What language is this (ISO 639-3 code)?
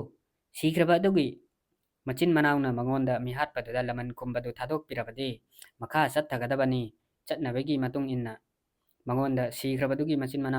mni